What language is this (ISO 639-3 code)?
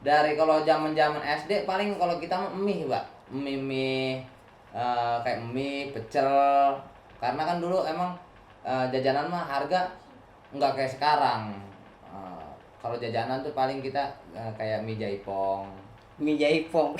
bew